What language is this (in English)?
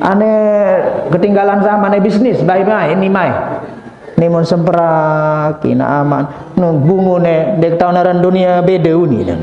Sasak